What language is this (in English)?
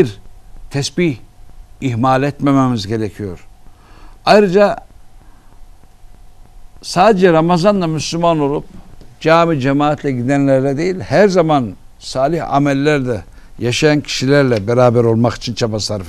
Turkish